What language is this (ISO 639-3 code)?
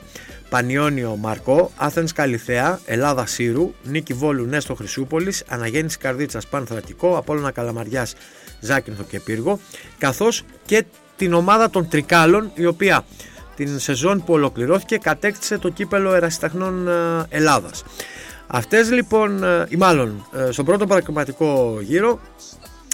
ell